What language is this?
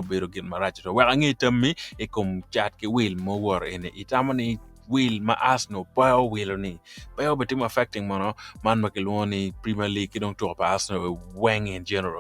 Acoli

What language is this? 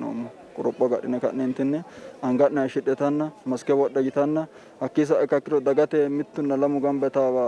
Sidamo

